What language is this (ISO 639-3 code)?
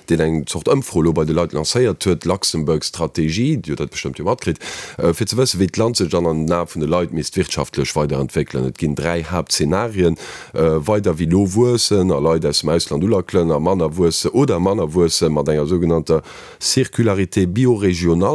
ltz